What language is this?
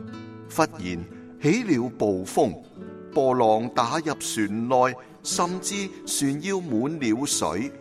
Cantonese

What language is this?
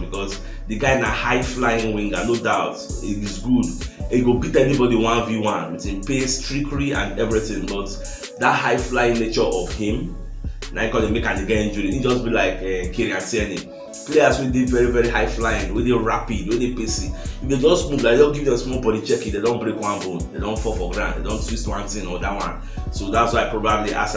Nigerian Pidgin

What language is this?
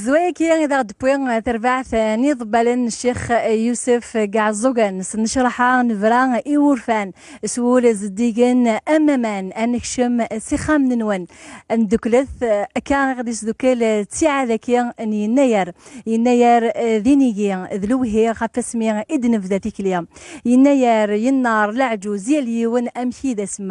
Kabyle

